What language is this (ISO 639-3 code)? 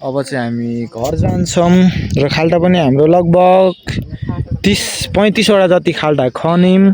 nep